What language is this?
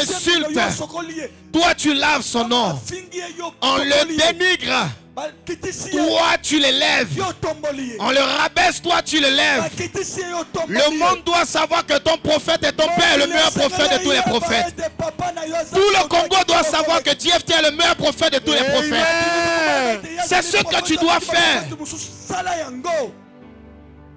French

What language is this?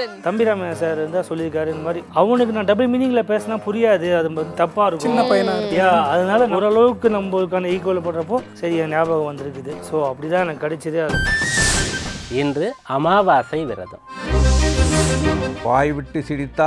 Tamil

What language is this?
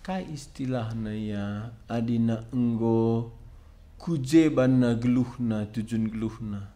Batak Karo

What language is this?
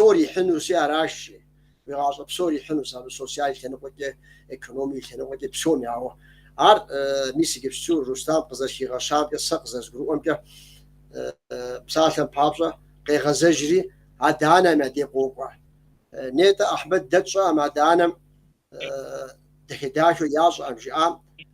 Kabardian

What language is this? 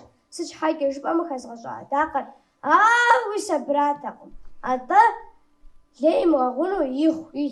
Kabardian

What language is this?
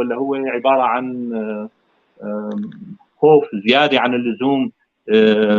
North Levantine Arabic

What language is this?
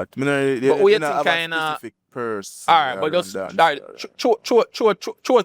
Jamaican Creole English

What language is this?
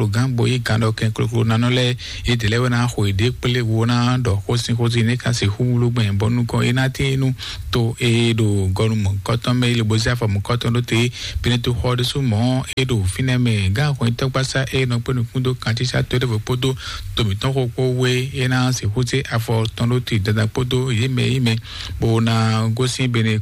Fon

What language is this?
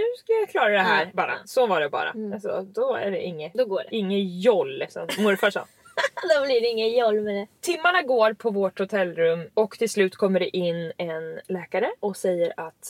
Swedish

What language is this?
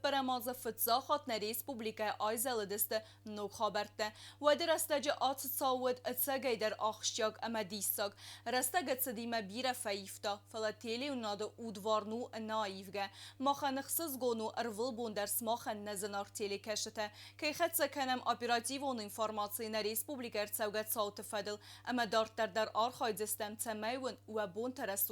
Ossetic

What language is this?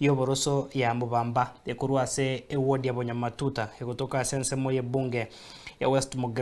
Gusii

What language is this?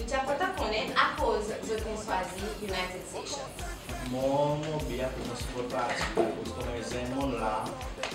Seselwa Creole French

